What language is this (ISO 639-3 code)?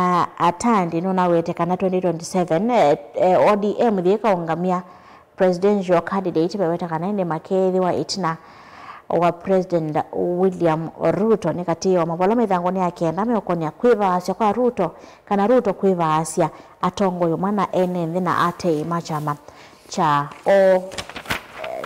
kam